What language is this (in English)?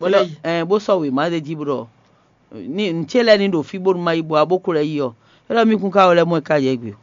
Fon